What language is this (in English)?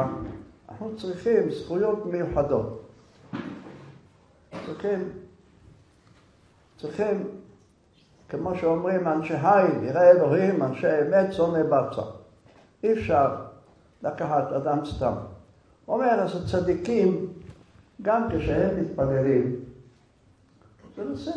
Hebrew